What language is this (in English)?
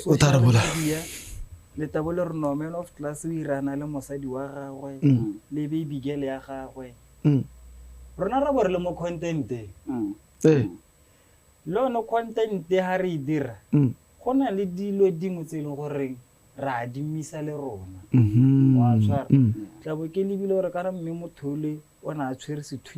Tswana